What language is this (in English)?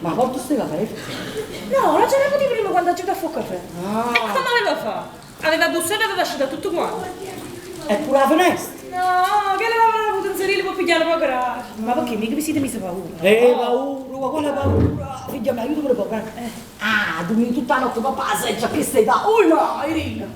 Neapolitan